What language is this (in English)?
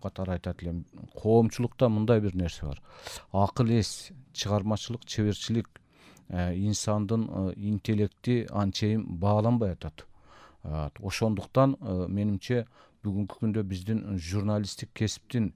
Kyrgyz